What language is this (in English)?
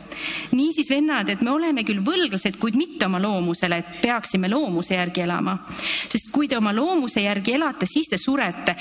Estonian